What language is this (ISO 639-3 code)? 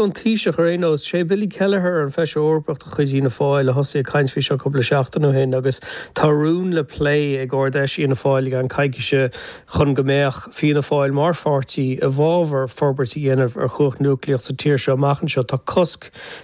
gle